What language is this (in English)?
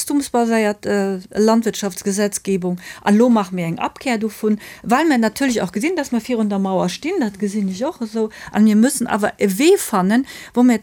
Luxembourgish